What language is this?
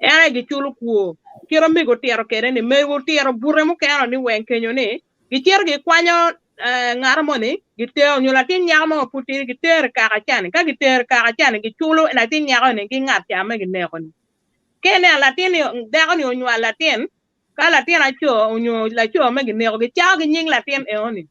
Acoli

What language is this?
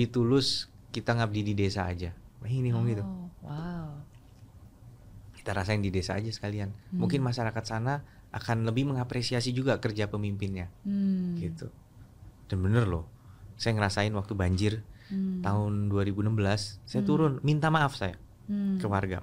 Indonesian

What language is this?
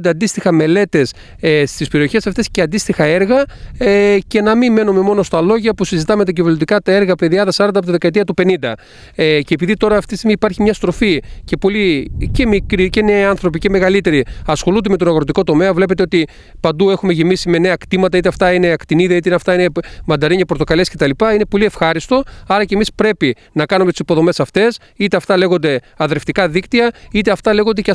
Greek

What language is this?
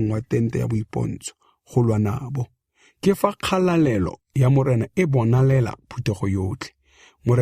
Tswana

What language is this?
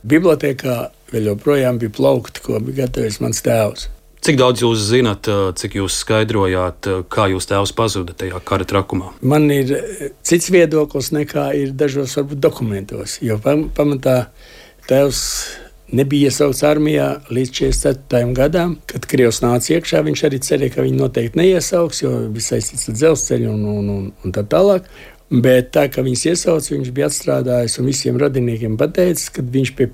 Latvian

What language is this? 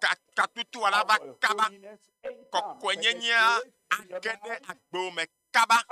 Ewe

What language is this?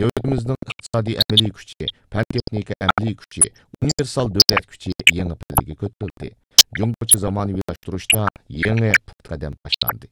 Uyghur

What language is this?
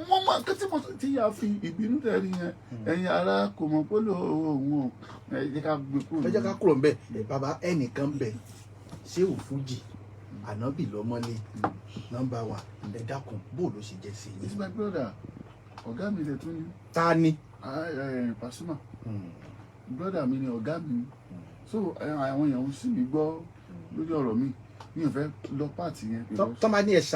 Yoruba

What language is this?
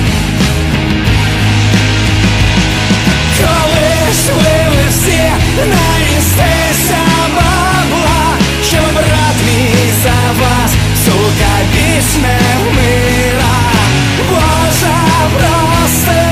Ukrainian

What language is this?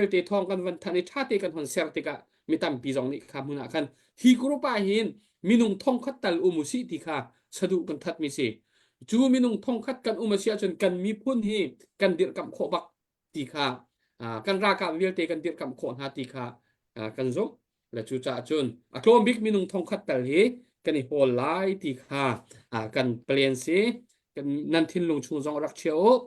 Hakha Chin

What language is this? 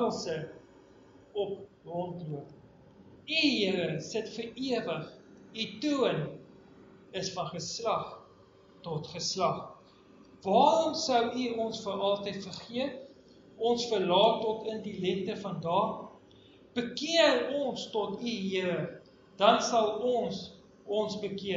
Afrikaans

